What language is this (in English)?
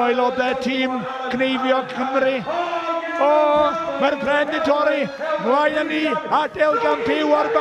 Welsh